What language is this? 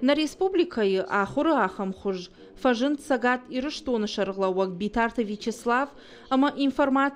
Ossetic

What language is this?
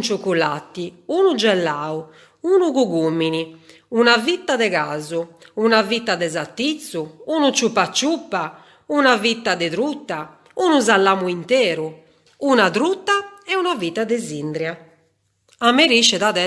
Sardinian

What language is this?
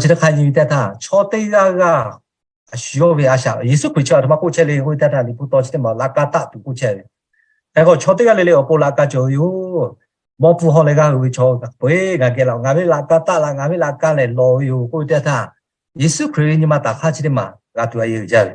Lahu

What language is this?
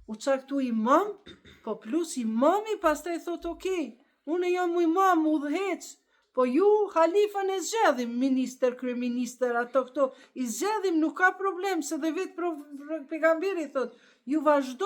Albanian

